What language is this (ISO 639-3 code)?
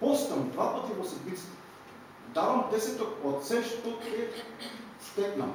mkd